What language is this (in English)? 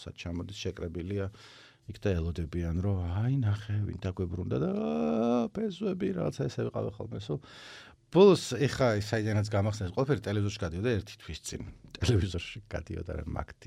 Georgian